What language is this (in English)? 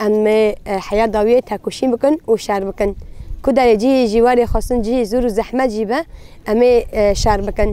Kurdish